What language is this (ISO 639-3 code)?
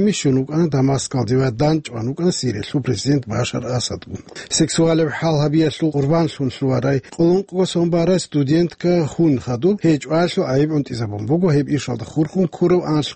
ava